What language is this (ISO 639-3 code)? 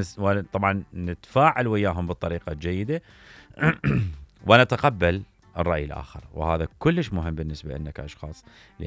acm